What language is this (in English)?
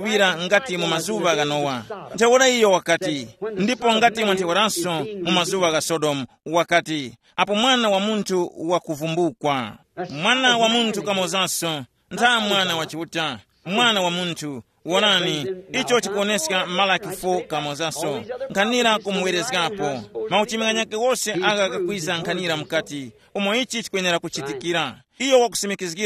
Tumbuka